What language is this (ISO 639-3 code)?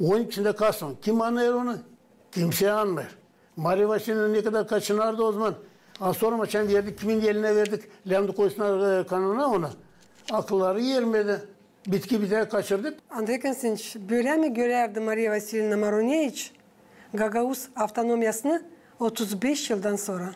gag